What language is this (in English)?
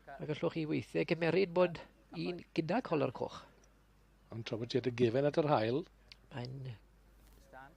Welsh